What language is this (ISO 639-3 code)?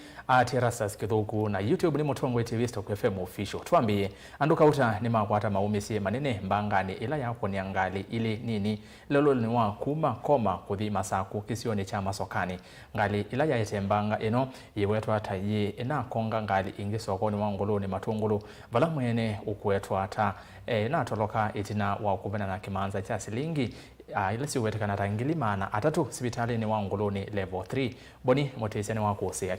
kam